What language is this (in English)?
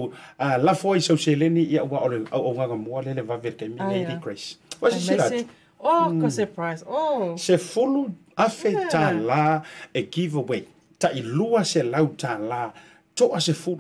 Samoan